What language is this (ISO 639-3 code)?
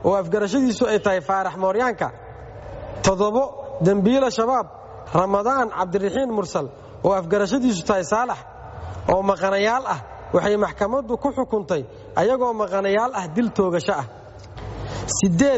som